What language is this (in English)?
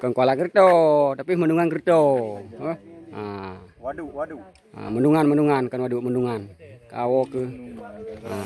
Achinese